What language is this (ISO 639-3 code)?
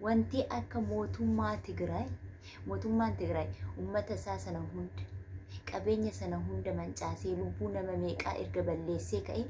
orm